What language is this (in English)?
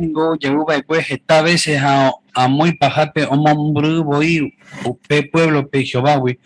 Guarani